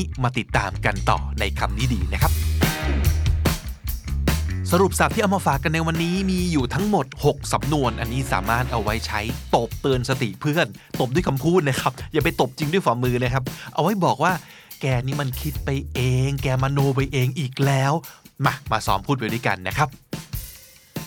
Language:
Thai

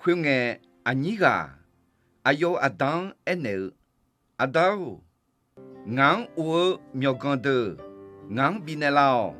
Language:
Akha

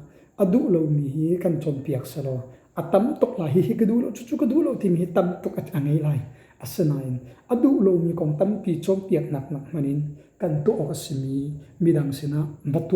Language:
Hakha Chin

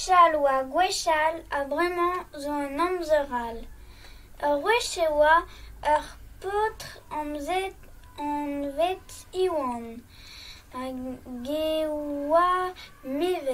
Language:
Breton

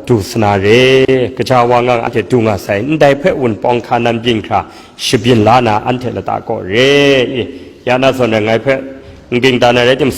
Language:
Kachin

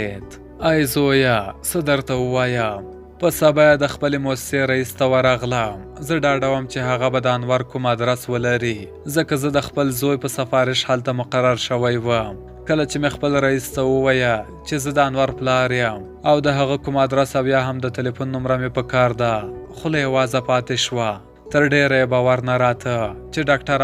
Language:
Pashto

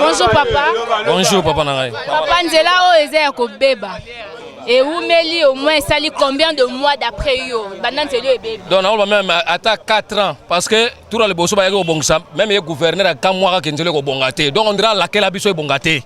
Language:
Lingala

